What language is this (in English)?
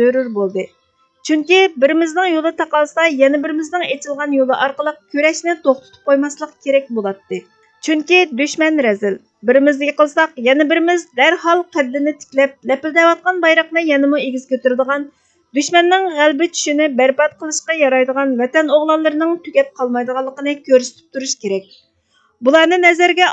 Uyghur